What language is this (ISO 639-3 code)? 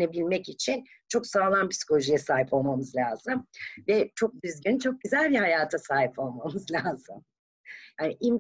tur